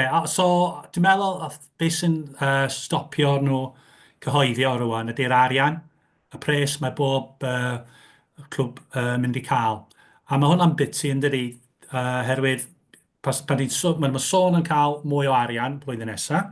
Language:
Welsh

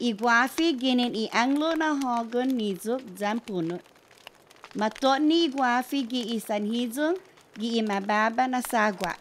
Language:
Chamorro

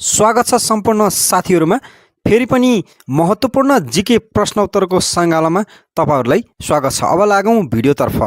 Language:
Nepali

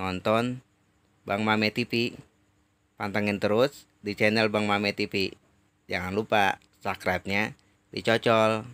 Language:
Betawi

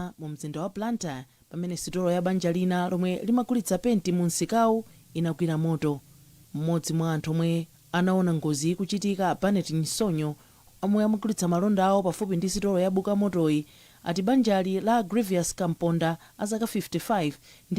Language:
Nyanja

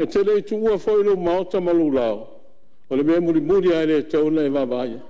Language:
Samoan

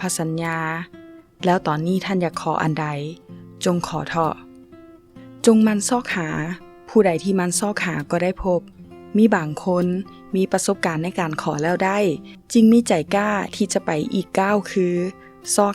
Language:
Lao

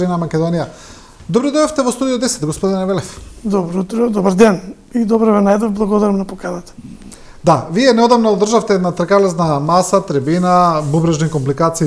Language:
Macedonian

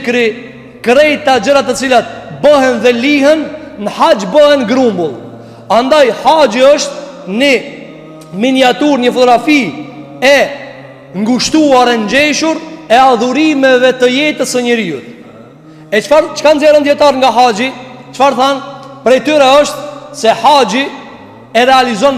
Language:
Albanian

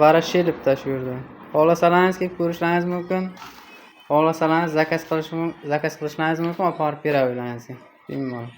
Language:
Uzbek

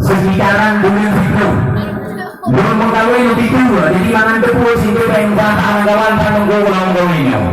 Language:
Achinese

